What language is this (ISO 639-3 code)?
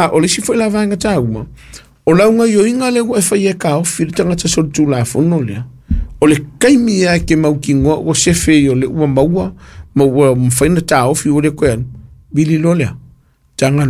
smo